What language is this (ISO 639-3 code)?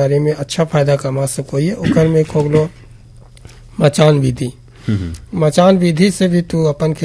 bho